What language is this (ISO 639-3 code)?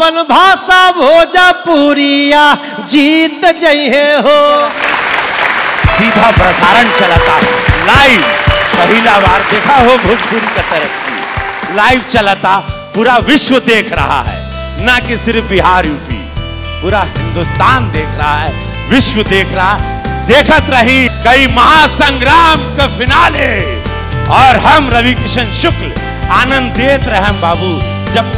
bho